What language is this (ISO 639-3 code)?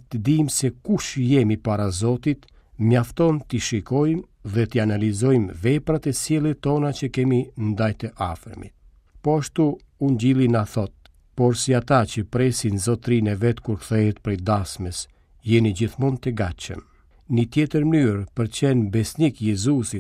sqi